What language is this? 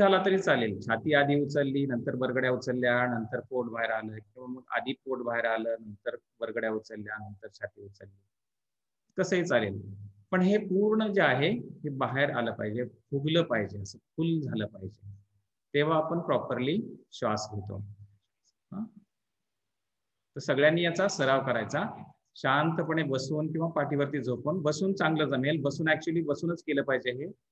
Marathi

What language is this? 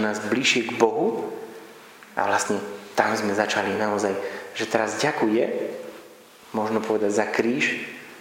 Slovak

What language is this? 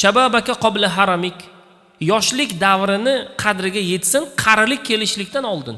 Uzbek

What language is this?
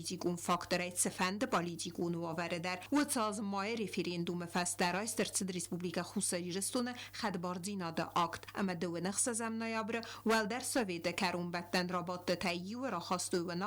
Ossetic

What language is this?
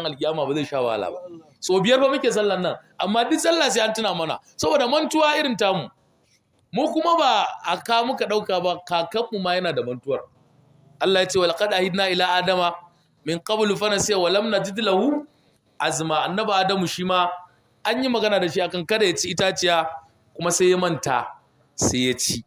Hausa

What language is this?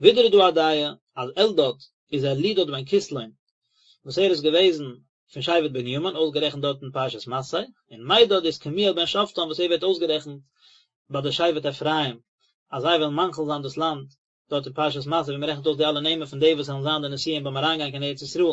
Yiddish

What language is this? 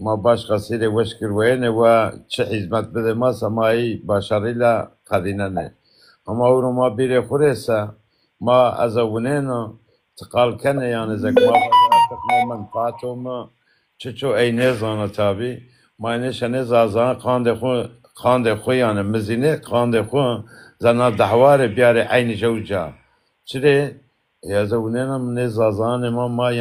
Zaza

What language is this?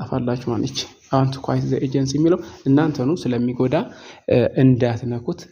Amharic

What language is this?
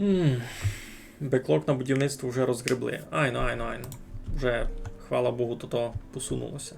Rusyn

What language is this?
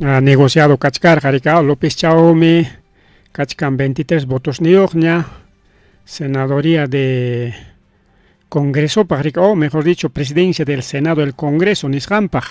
Ayacucho Quechua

